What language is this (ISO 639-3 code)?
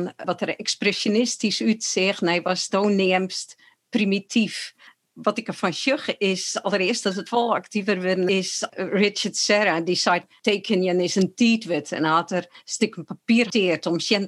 fry